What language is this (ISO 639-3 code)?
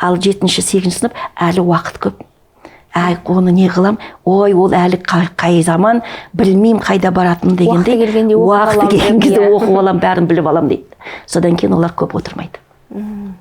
kaz